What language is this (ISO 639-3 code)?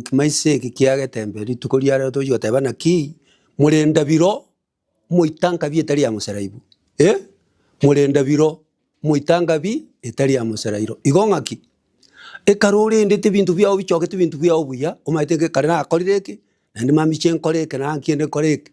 guz